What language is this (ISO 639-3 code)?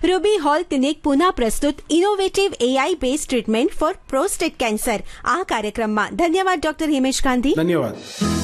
guj